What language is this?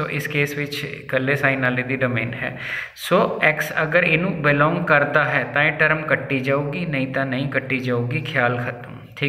Punjabi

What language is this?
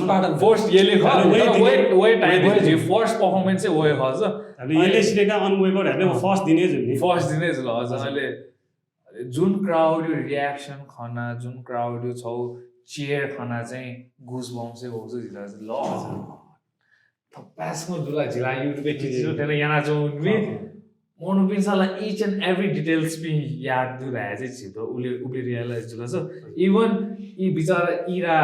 Newari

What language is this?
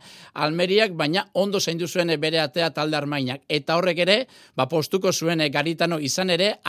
Basque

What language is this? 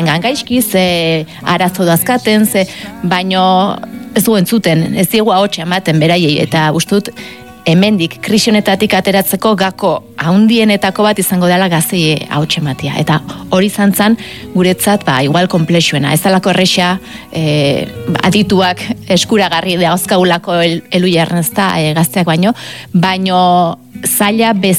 Basque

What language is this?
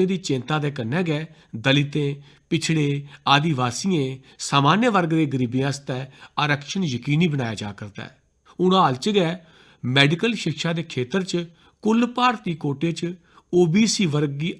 Dogri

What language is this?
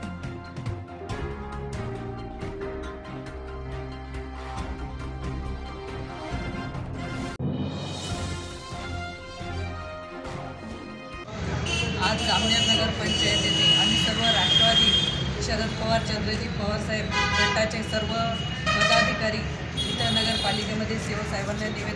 Marathi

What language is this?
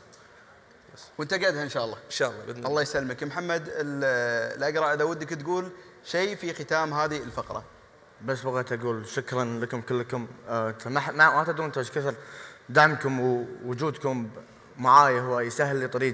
Gulf Arabic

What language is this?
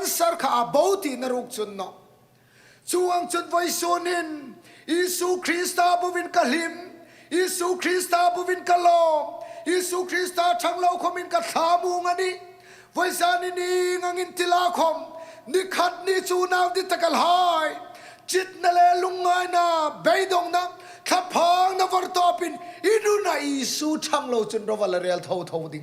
Hmar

